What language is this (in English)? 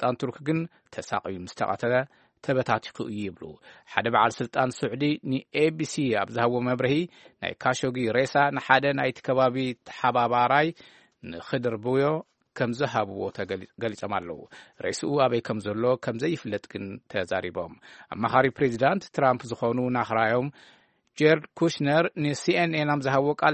Tigrinya